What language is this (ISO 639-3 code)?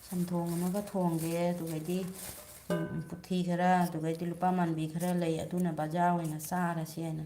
mni